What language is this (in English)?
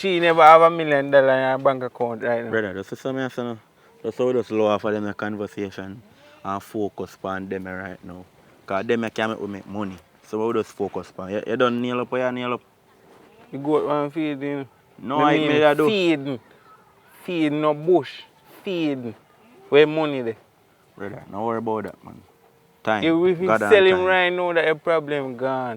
Jamaican Creole English